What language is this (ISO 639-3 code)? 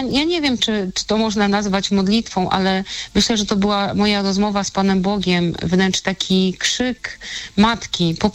pol